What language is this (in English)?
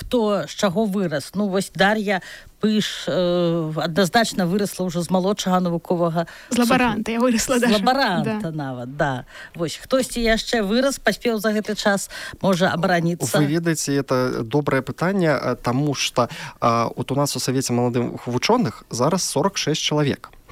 Belarusian